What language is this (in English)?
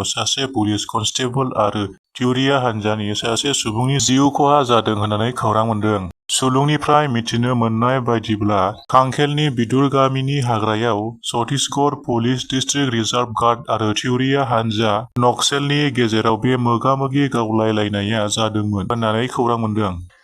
Bodo